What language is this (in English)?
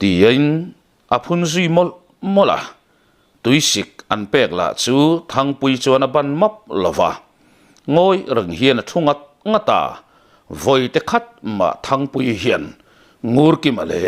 Mizo